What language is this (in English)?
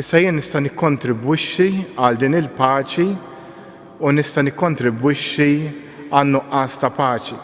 Maltese